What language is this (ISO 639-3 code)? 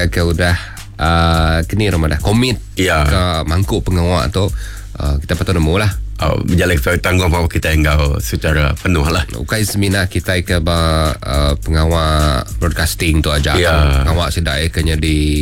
iba